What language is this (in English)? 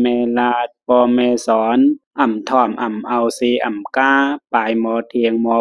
Shan